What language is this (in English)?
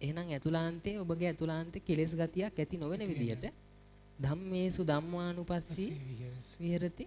Sinhala